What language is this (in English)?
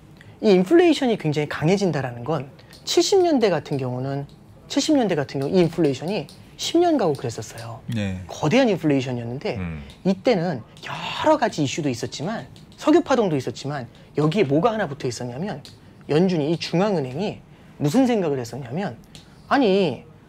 Korean